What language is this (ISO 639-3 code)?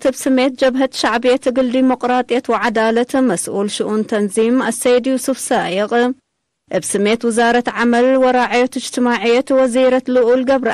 tig